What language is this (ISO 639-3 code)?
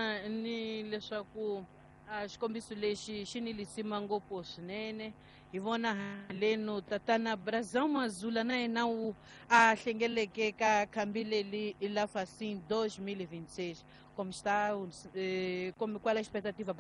tso